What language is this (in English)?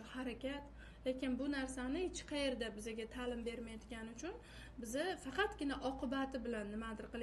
Uzbek